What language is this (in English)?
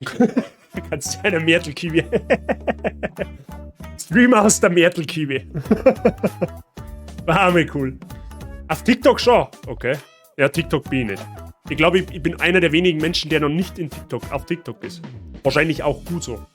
Bavarian